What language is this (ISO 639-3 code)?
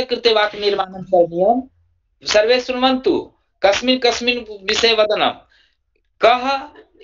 san